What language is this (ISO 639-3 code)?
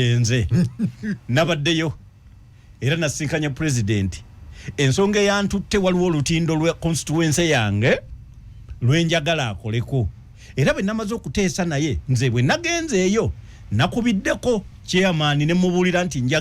lug